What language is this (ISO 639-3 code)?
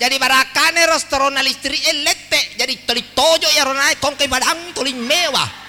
bug